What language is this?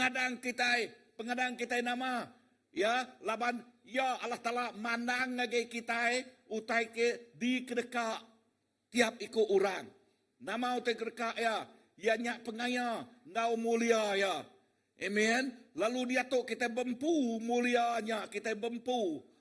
Iban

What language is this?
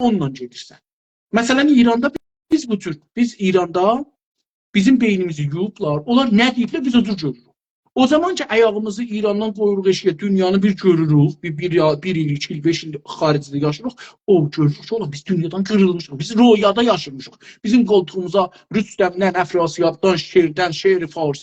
South Azerbaijani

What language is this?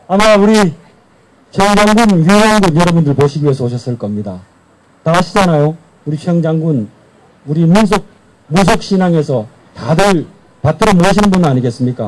Korean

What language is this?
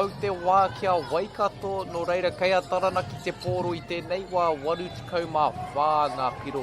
Māori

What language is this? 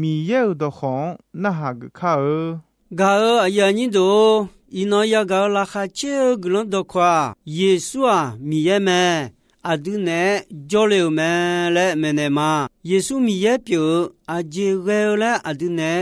Akha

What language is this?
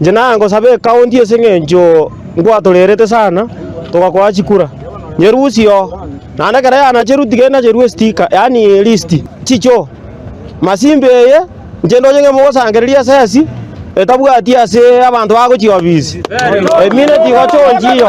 Gusii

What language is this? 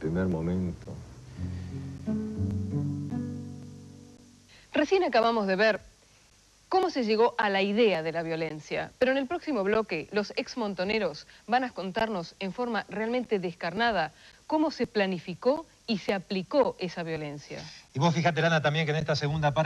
Spanish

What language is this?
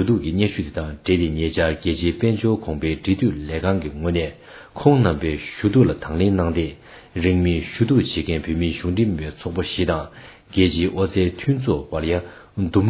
Tibetan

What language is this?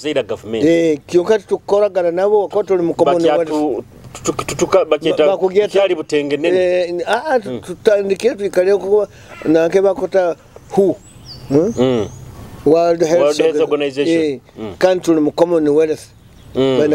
Nyoro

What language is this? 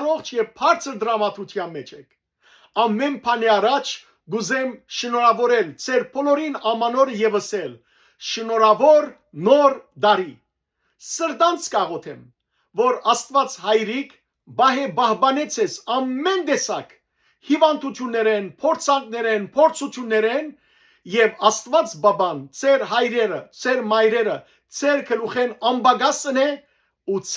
Western Armenian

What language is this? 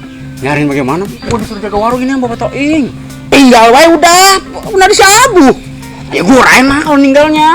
Betawi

